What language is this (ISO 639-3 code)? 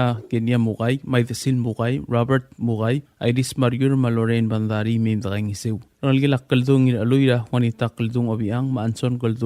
pau